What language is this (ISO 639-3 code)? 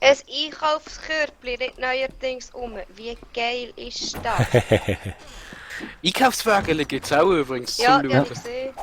gsw